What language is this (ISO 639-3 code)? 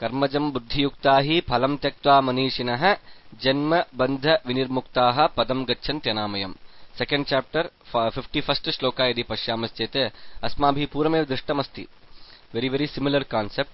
san